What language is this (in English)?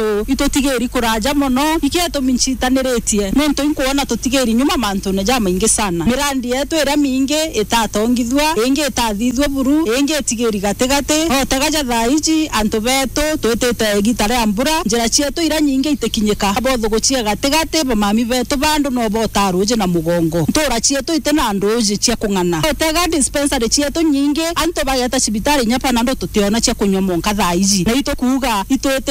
Meru